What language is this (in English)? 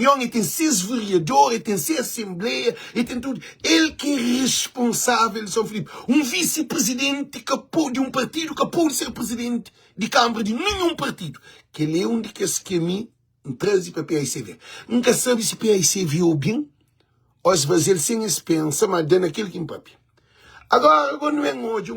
Kabuverdianu